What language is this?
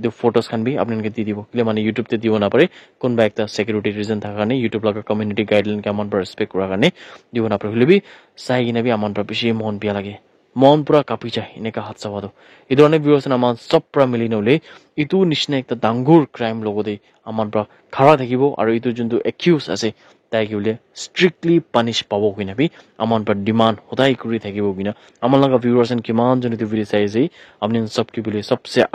Naga Pidgin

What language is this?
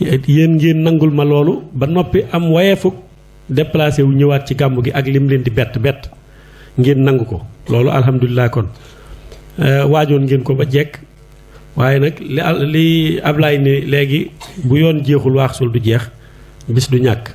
Wolof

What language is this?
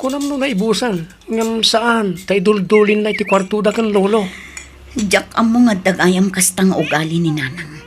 Iloko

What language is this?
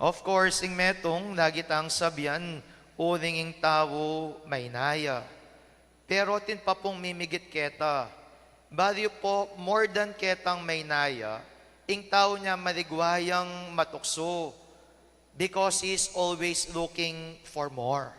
Pampanga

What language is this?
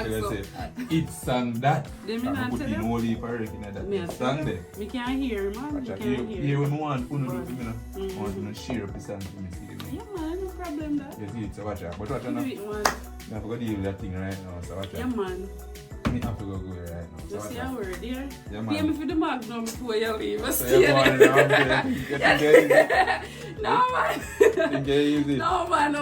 Jamaican Creole English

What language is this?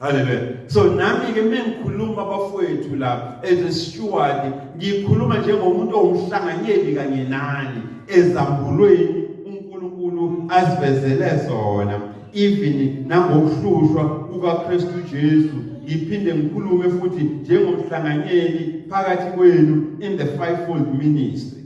Zulu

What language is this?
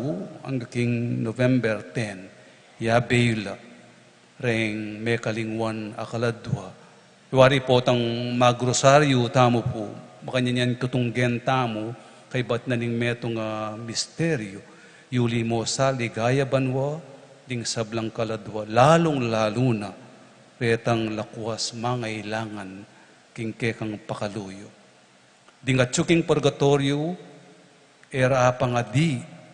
Pampanga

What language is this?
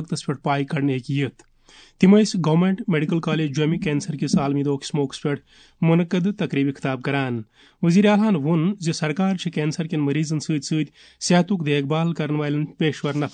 Kashmiri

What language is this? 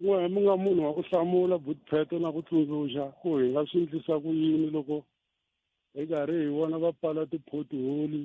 Tsonga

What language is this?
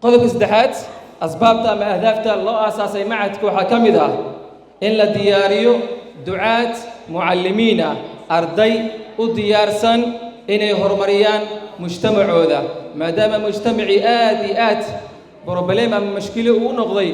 Somali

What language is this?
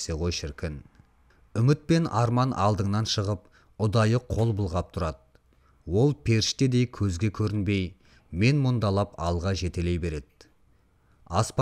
Kazakh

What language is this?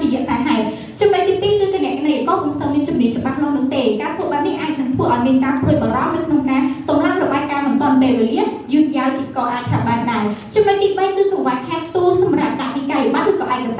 Khmer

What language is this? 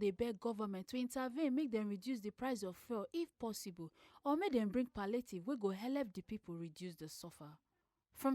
Nigerian Pidgin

